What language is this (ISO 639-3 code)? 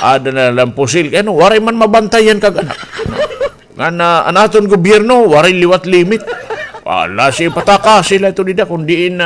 war